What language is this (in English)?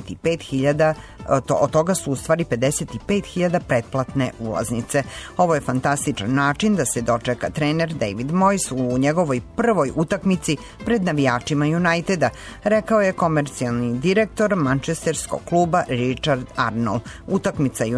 Serbian